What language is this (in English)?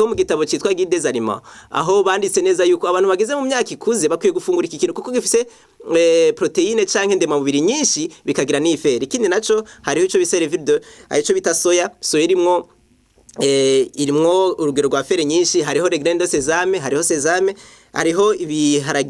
Rundi